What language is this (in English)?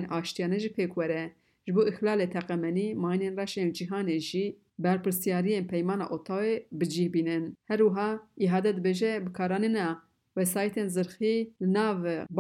Kurdish